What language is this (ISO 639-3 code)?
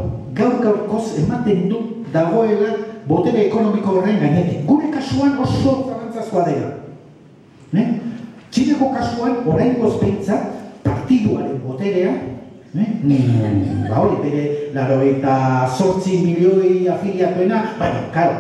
eus